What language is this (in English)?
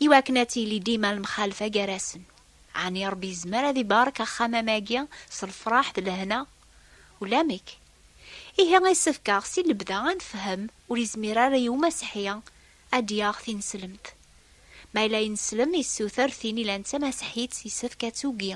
Kabyle